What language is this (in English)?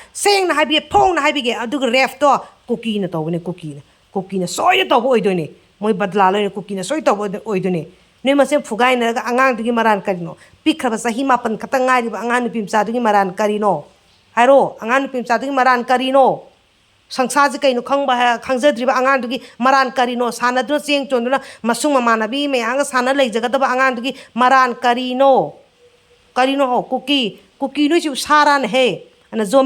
Manipuri